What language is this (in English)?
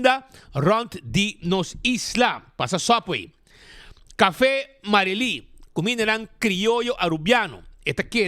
Papiamento